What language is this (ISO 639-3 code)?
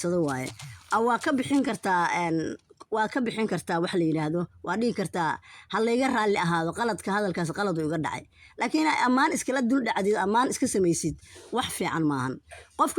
som